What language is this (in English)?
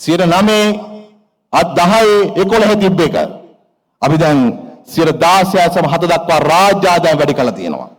Sinhala